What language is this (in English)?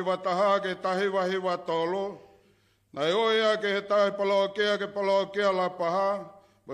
Tongan